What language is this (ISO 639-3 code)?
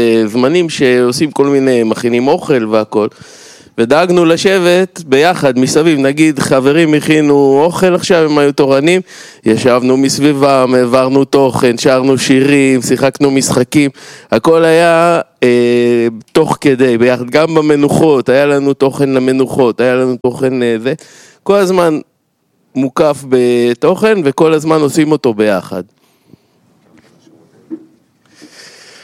heb